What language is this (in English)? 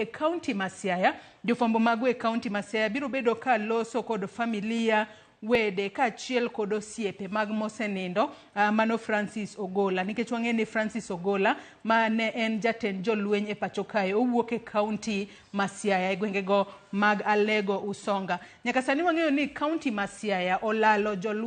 Luo (Kenya and Tanzania)